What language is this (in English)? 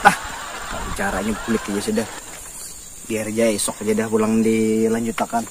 Banjar